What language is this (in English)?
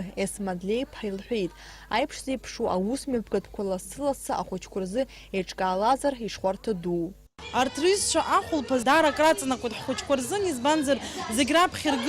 Abkhazian